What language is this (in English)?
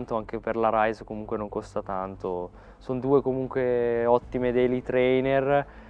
Italian